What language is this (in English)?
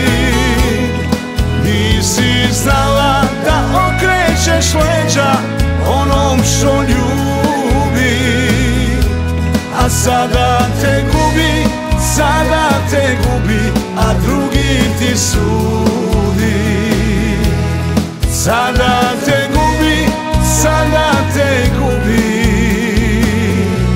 Serbian